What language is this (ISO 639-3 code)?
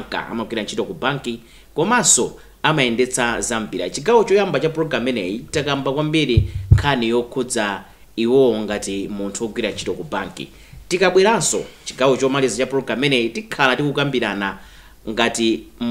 nya